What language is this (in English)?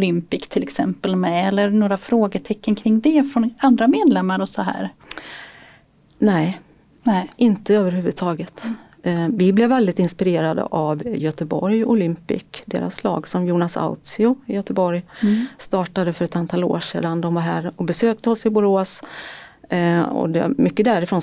Swedish